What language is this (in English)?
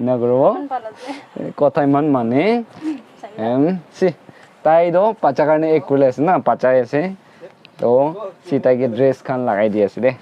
Naga Pidgin